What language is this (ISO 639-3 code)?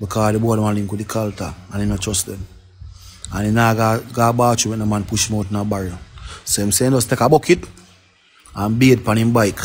jam